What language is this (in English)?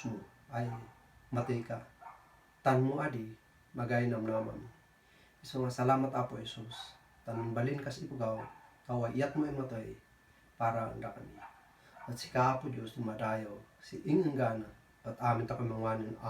Kankanaey